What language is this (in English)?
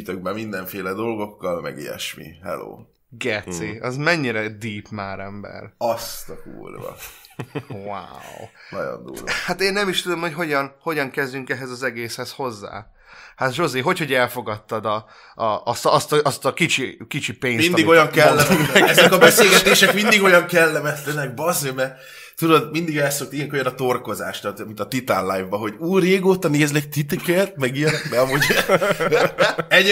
Hungarian